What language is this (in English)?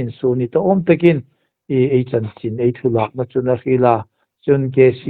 Hmar